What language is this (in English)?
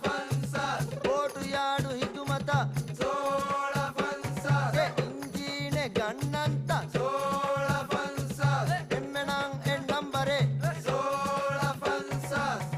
Divehi